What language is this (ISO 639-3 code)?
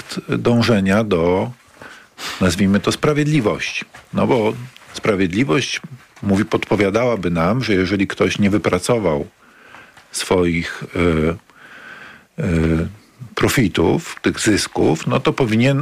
pol